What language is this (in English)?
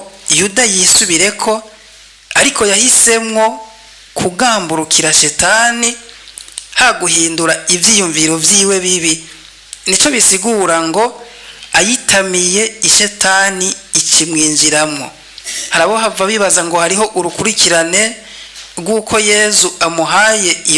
Rundi